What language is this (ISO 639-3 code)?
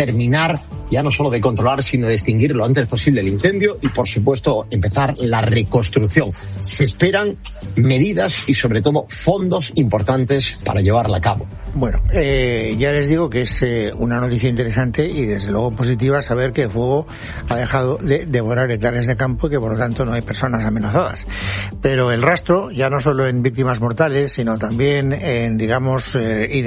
spa